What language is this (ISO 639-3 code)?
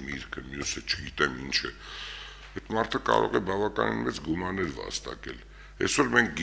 hye